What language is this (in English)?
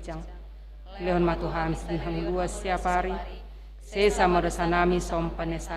Batak Toba